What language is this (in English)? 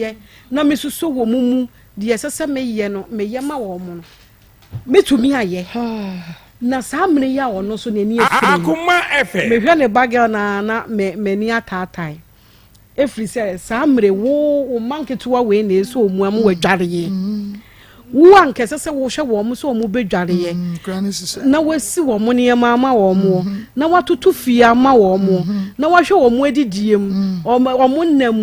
Akan